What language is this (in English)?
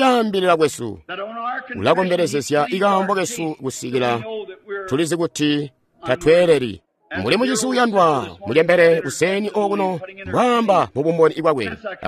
Tonga (Zambia)